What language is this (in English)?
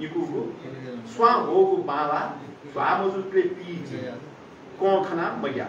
Newari